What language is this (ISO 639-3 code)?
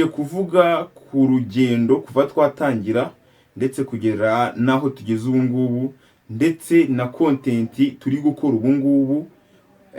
kin